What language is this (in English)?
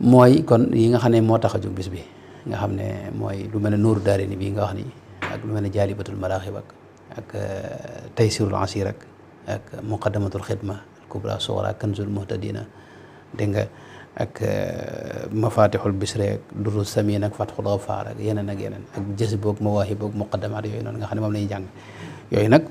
Wolof